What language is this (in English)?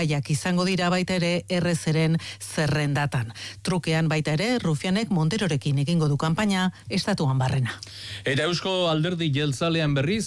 Basque